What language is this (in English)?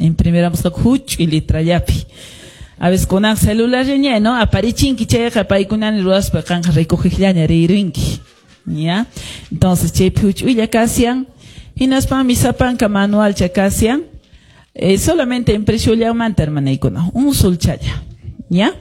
Quechua